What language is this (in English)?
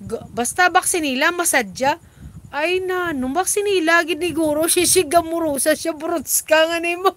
Hiligaynon